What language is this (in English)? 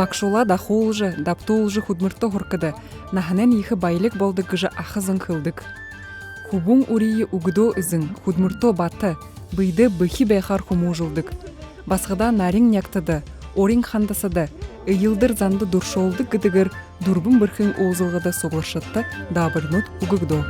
Buriat